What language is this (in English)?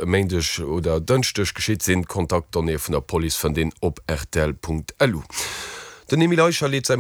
Luxembourgish